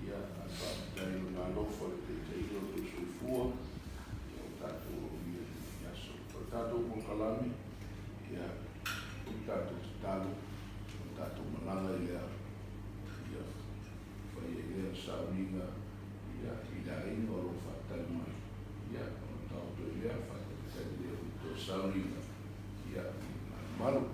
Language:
Samoan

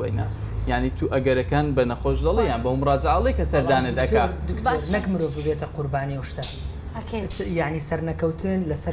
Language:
Central Kurdish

